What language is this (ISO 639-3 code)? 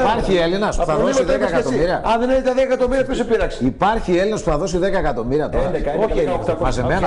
ell